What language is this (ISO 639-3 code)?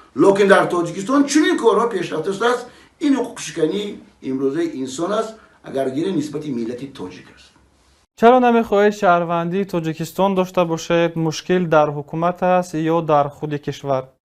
tgk